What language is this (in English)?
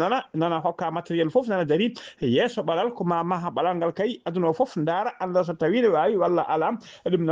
Fula